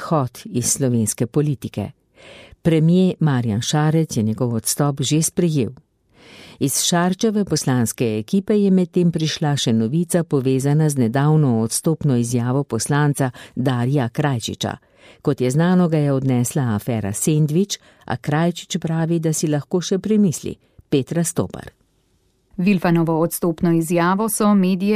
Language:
Slovenian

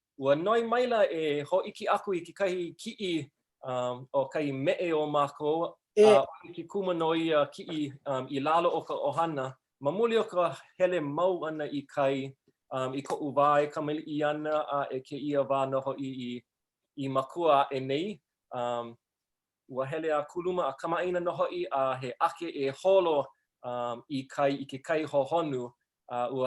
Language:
Hawaiian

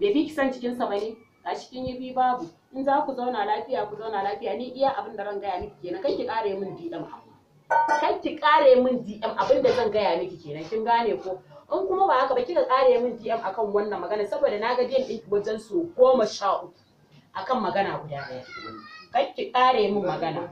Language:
Hausa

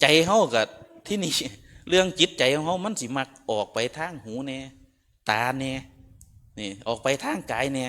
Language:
Northeastern Thai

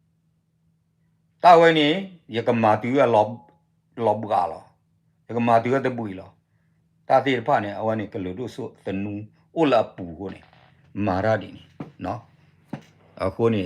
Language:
S'gaw Karen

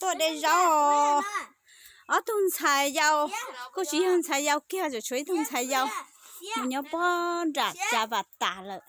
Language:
Hmong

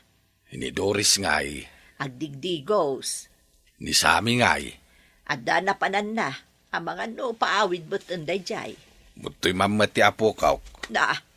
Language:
Iloko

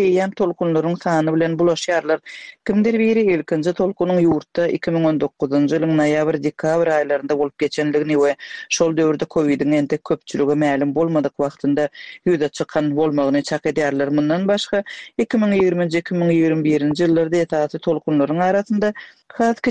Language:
Turkmen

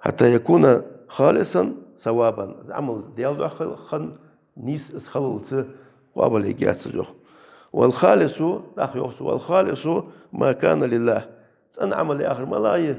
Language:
Ingush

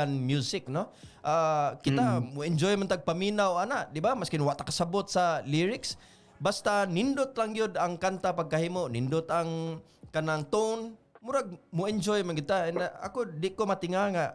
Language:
Cebuano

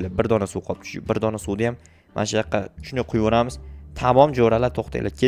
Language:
Uzbek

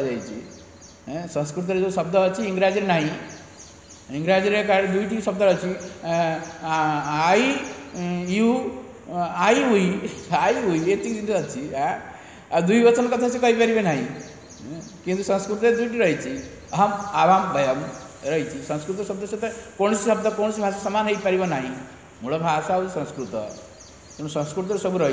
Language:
Odia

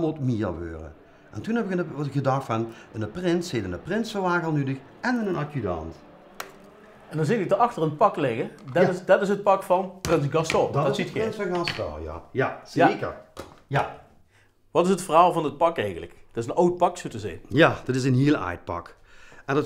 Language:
Dutch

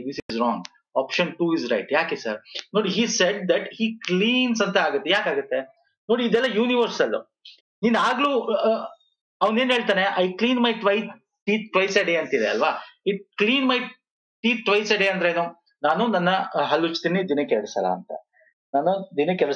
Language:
Kannada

